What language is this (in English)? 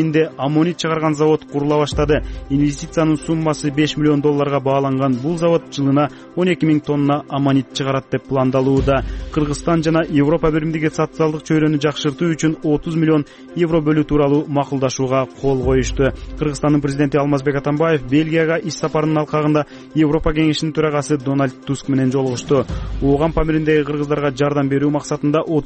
Kyrgyz